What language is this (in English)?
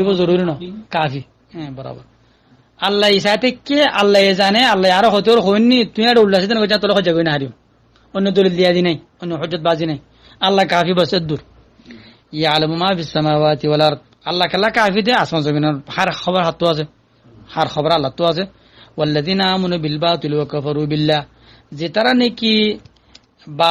Rohingya